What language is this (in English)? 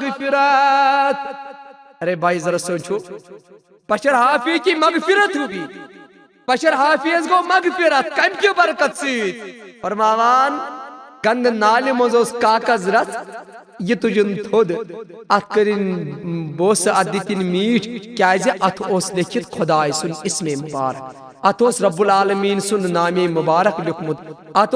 Kashmiri